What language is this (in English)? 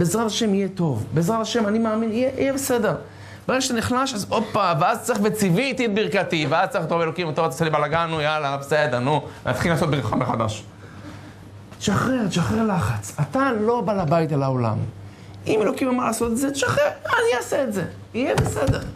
Hebrew